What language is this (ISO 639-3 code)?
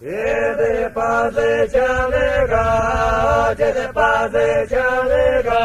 myv